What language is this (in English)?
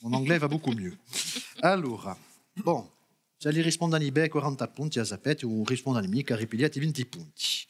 Corsican